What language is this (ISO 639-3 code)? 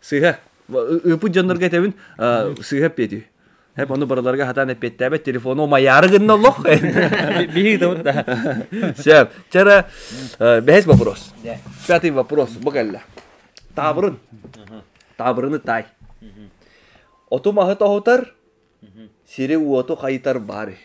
sah